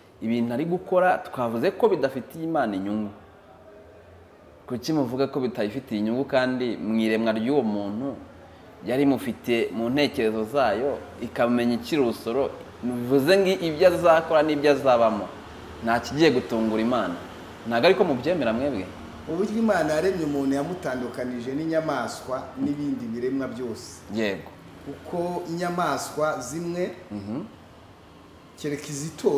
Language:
Kinyarwanda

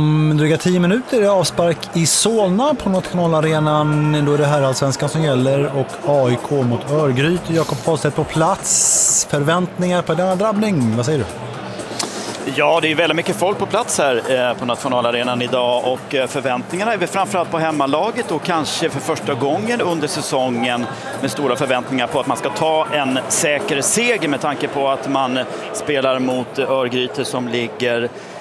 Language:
Swedish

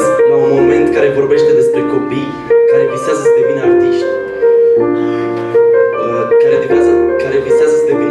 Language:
Romanian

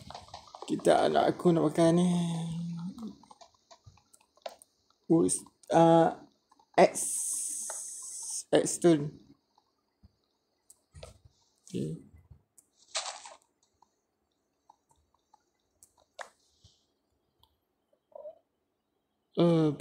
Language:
Malay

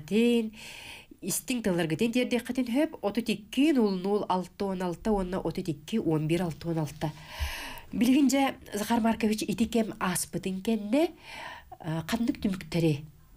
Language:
Yakut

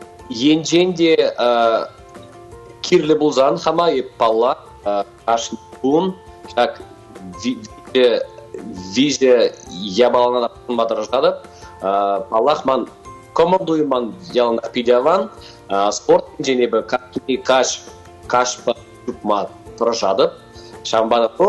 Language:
Chuvash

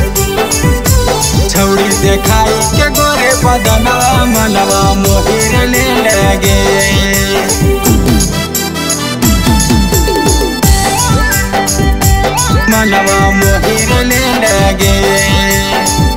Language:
Bhojpuri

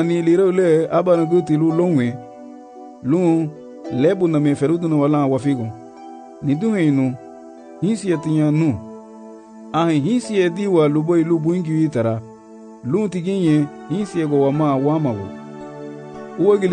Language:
Garifuna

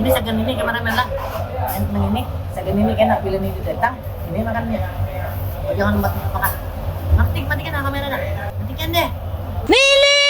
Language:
Banjar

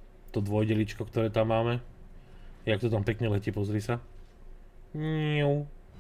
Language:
Slovak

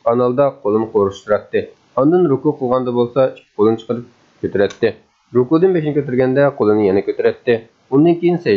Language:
Uyghur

